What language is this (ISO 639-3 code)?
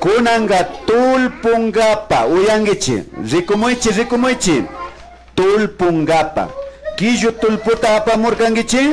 qvi